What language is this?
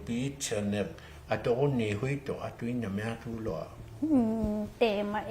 Inuktitut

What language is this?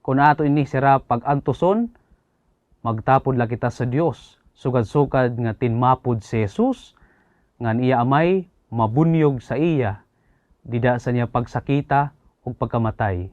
Waray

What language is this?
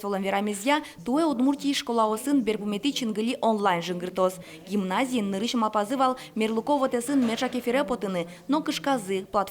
Udmurt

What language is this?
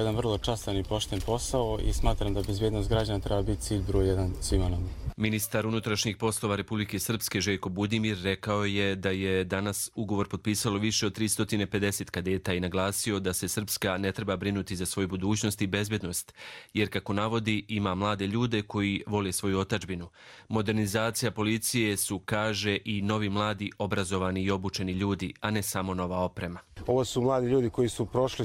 Croatian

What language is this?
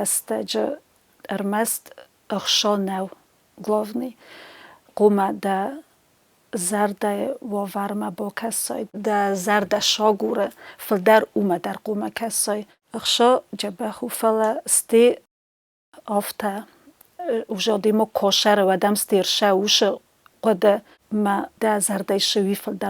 Ossetic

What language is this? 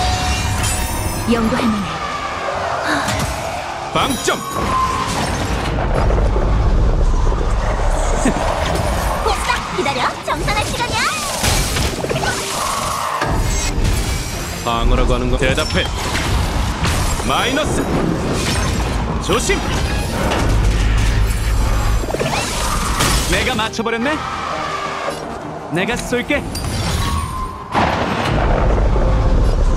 Korean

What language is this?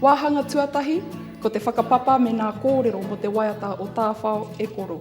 Māori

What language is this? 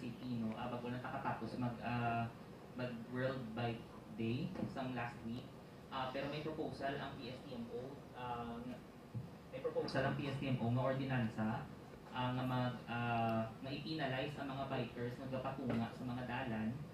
Hiligaynon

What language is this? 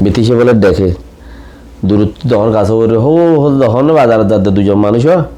Rohingya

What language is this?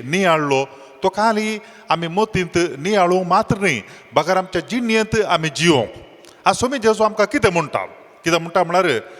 Konkani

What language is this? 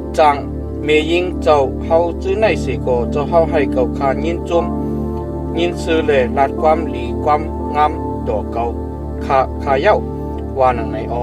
Shan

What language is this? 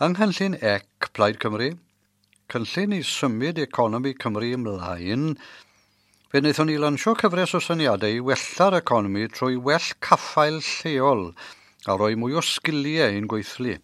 Welsh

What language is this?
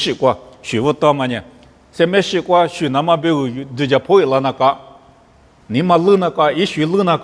Lisu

